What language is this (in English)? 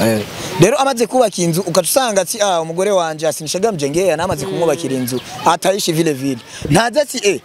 Rundi